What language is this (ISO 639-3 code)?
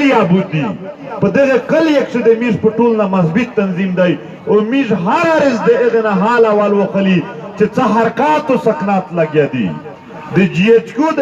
pus